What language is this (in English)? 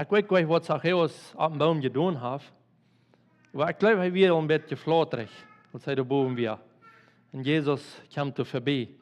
Plautdietsch